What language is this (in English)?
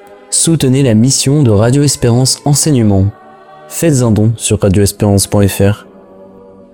French